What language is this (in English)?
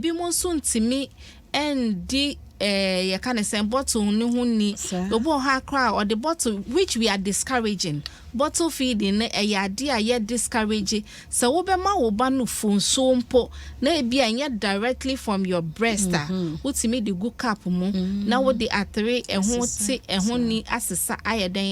Akan